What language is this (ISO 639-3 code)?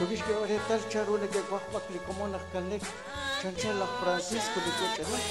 kek